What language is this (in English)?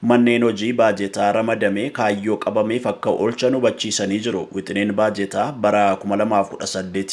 Oromo